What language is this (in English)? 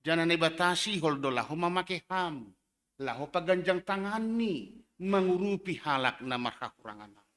Batak Simalungun